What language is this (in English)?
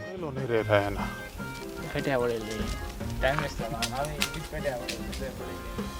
Konkani